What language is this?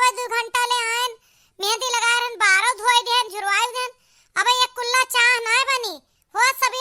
Awadhi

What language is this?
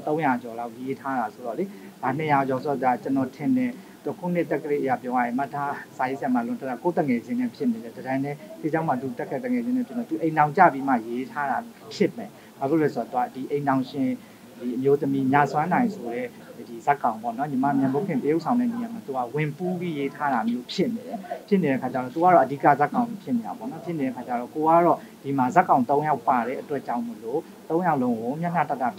Burmese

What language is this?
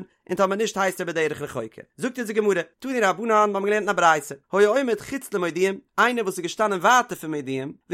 Yiddish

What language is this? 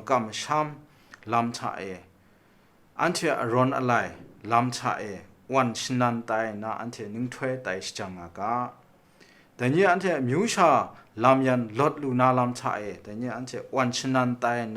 Kachin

